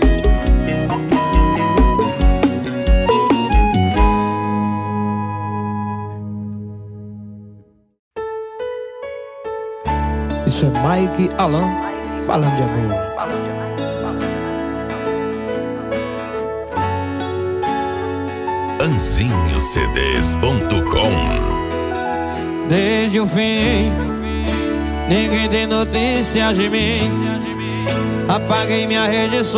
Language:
Portuguese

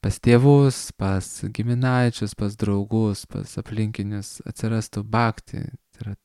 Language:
Lithuanian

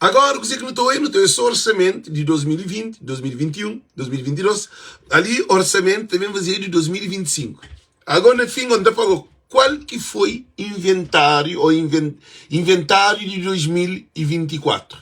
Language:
Kabuverdianu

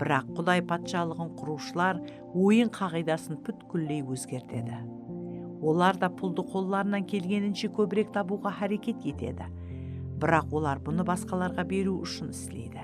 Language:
Kara-Kalpak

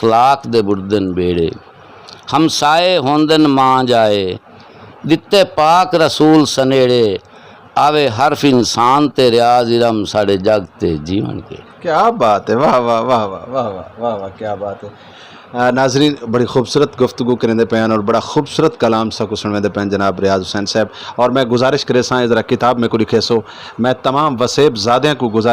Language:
Saraiki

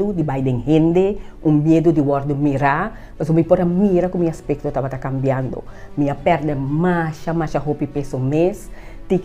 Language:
Papiamento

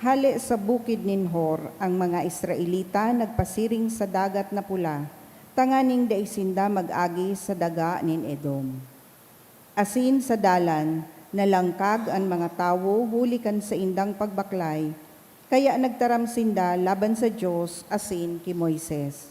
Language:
Bikol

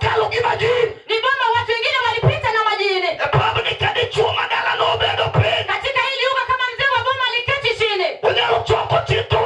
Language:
Luo (Kenya and Tanzania)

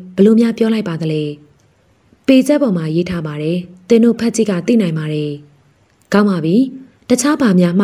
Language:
Burmese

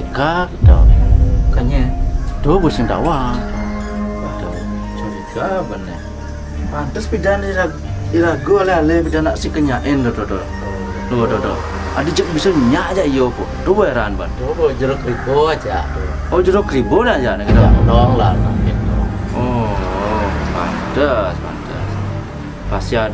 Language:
Balinese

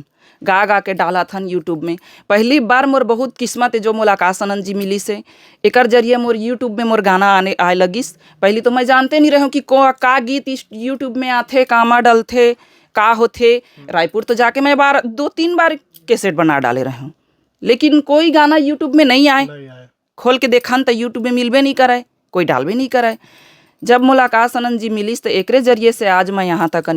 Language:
Chhattisgarhi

